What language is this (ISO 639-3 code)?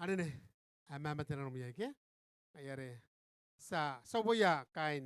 gil